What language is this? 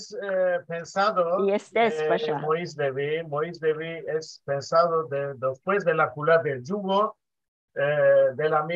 Ladino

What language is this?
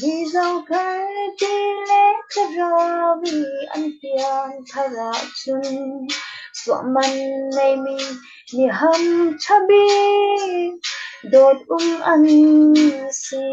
Falam Chin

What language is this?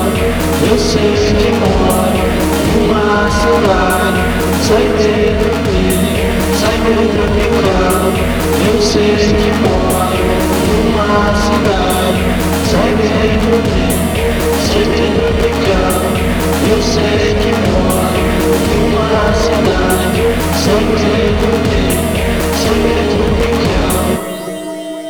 Portuguese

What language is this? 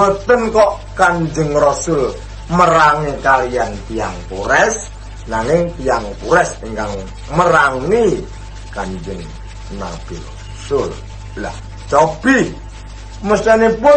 Javanese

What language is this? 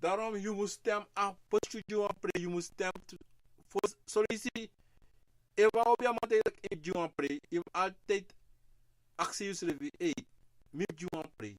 Sranan Tongo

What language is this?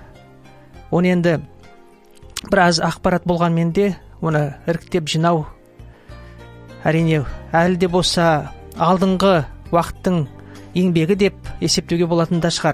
Kazakh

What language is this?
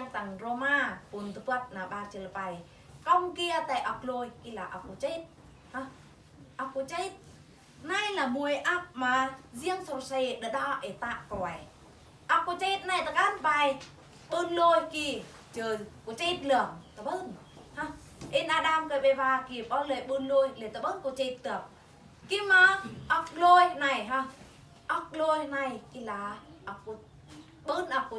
Eastern Bru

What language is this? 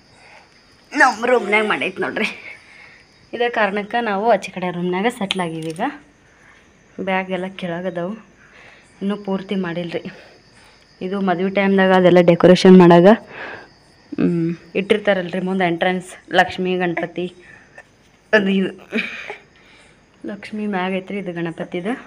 Kannada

